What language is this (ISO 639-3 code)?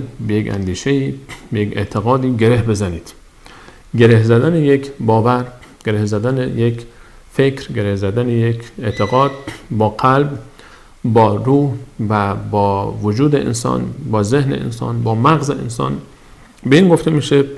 fas